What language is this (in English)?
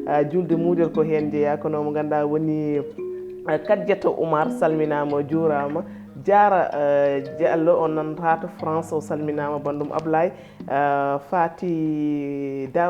Fula